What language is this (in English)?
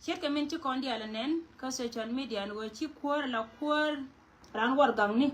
Nuer